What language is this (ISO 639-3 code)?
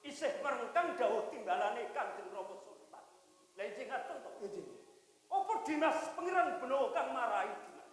jav